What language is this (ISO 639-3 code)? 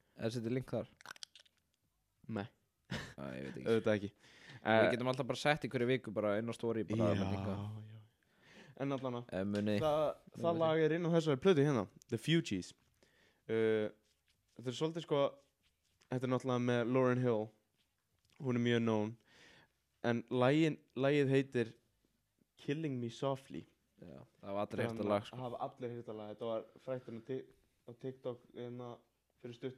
isl